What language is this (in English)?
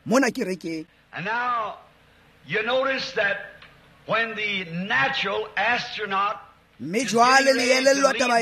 Tswana